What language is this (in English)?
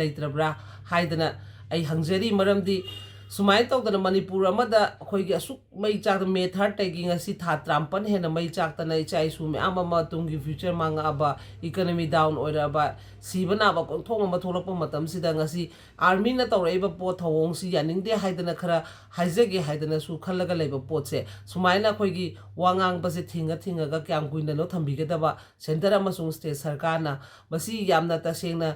Manipuri